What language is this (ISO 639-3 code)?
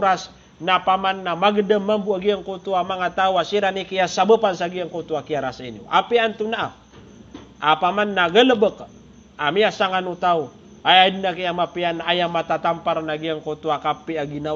mrw